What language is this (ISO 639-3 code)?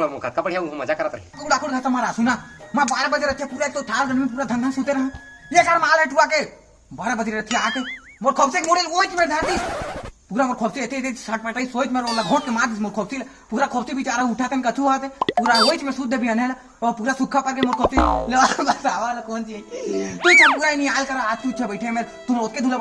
hne